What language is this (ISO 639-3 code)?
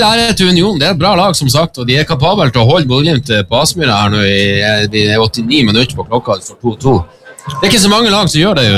nor